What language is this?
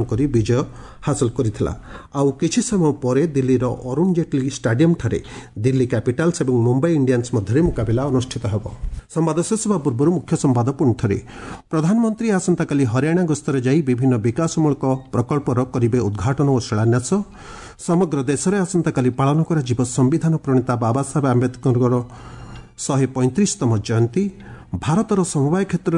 Odia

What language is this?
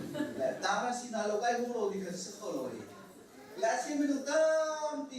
Hakha Chin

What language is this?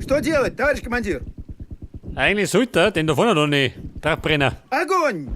Bavarian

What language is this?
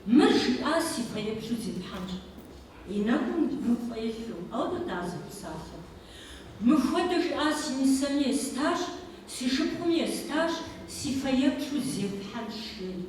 Kabardian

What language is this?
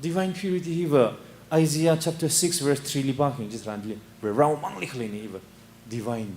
Tangkhul Naga (India)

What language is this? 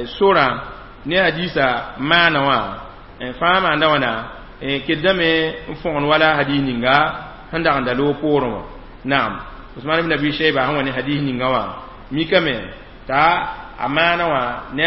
Mossi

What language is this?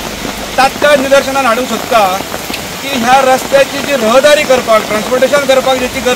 Konkani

